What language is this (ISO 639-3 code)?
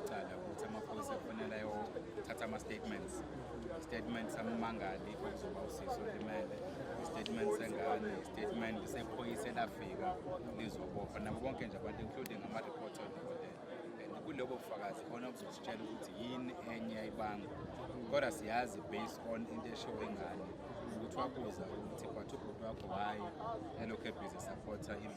zul